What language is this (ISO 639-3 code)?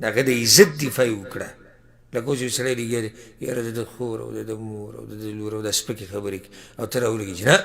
pus